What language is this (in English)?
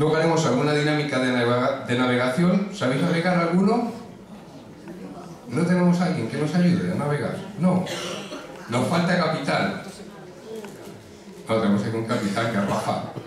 Spanish